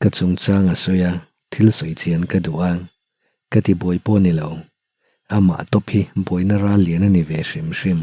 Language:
Mizo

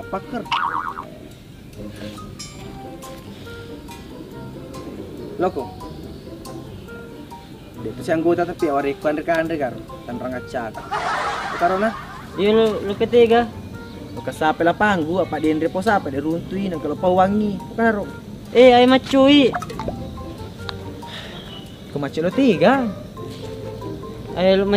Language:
Buginese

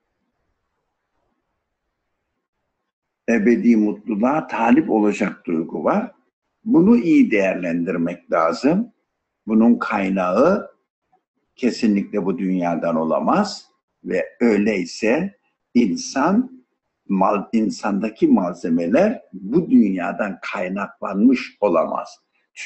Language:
Turkish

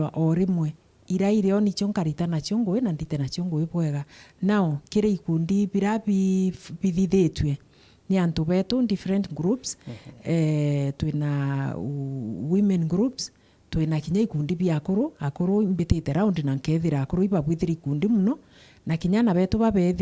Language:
Meru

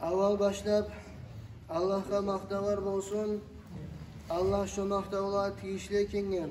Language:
Kumyk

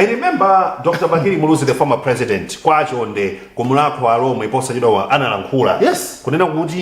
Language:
Nyanja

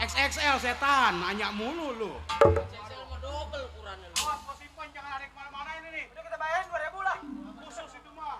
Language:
Betawi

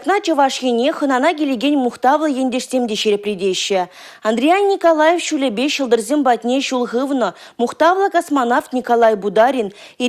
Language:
Chuvash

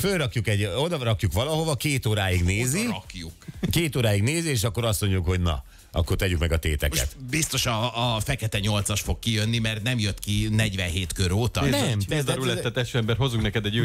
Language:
Hungarian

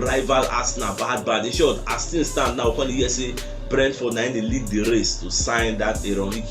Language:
Nigerian Pidgin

